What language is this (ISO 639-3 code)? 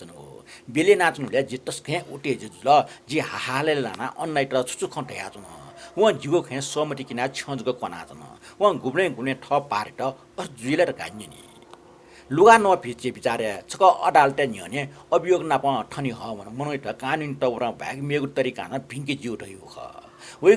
new